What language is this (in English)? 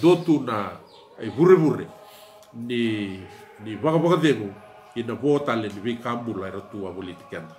Fijian